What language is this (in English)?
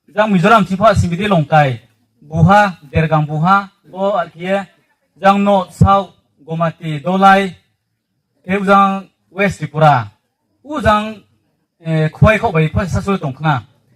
Riang (India)